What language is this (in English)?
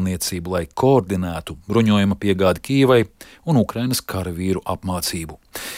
Latvian